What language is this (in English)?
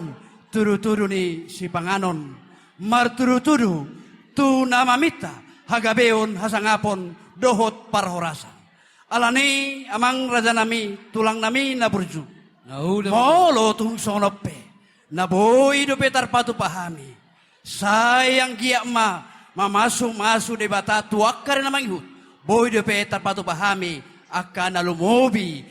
Batak Toba